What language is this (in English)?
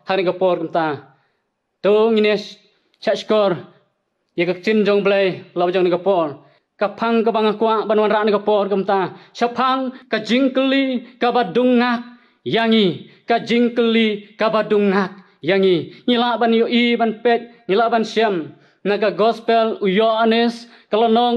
Khasi